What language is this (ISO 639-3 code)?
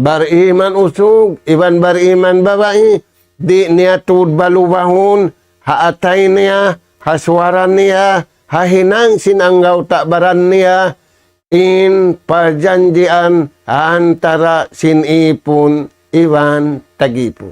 tsg